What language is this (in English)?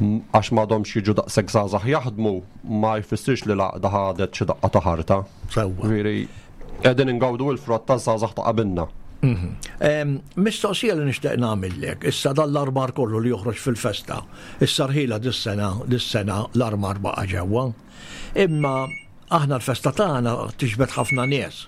Maltese